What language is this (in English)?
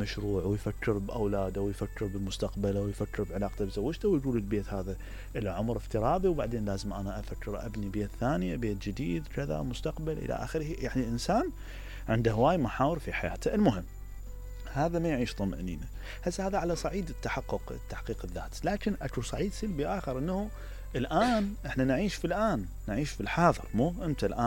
Mesopotamian Arabic